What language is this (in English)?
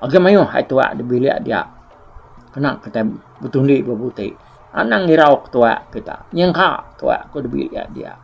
Iban